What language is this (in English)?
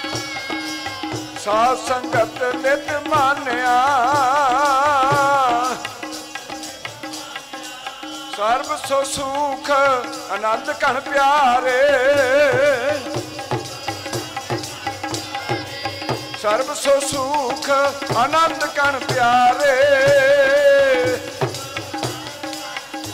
Punjabi